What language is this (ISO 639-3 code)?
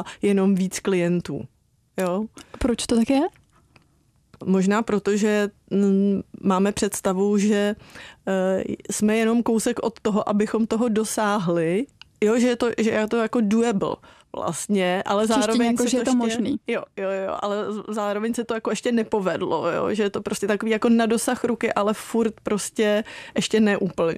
ces